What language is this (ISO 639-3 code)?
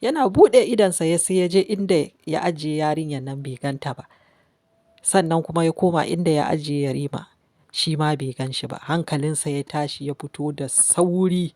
hau